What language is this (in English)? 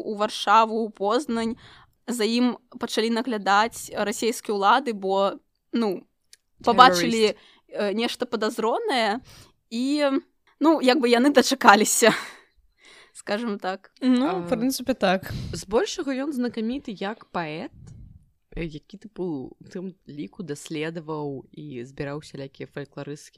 Belarusian